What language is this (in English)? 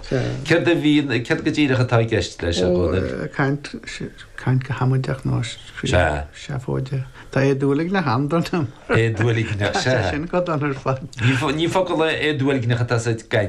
Irish